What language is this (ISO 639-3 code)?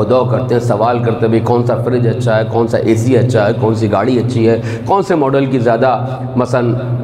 urd